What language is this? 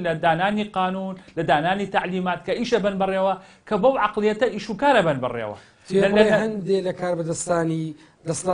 Central Kurdish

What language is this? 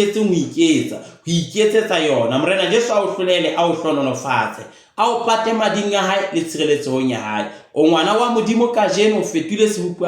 Southern Sotho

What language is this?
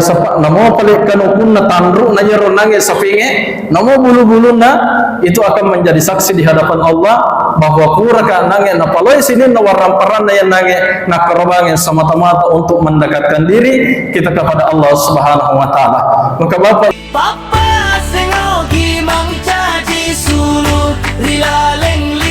Buginese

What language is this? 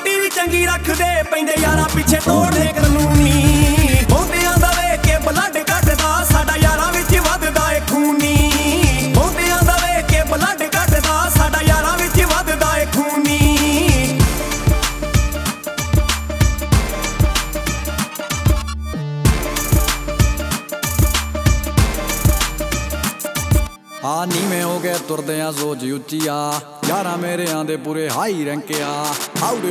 Punjabi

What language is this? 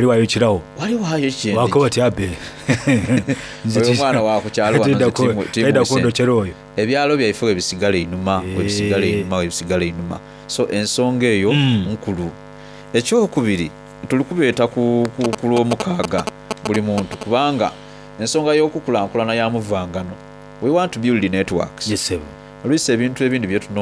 Soga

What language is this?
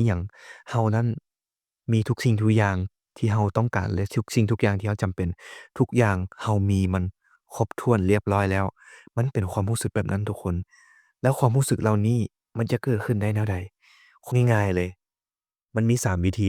Lao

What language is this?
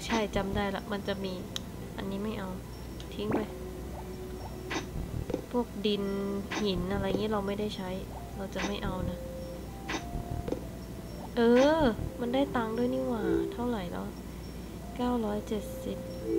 Thai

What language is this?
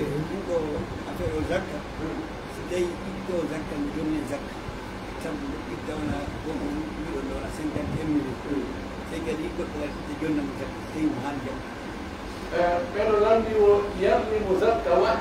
Pular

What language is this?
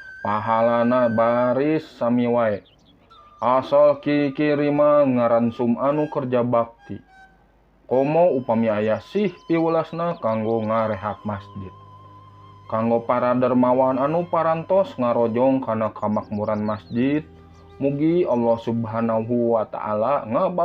Sundanese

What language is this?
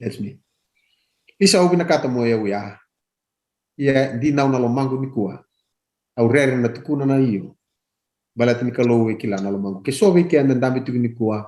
Fijian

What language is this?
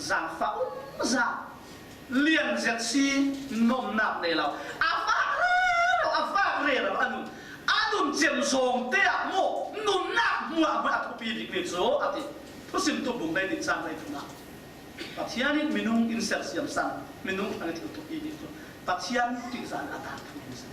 Falam Chin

